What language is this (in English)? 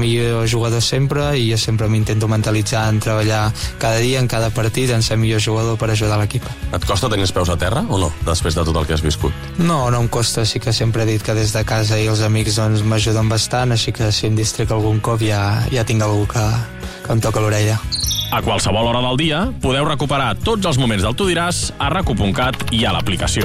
Catalan